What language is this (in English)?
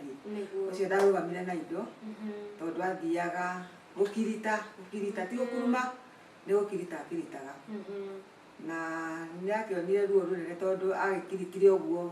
Kikuyu